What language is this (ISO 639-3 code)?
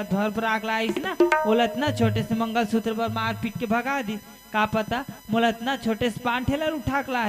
hne